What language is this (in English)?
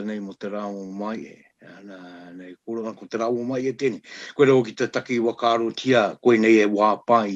Māori